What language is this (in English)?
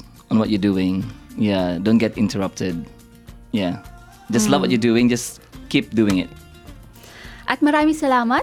Filipino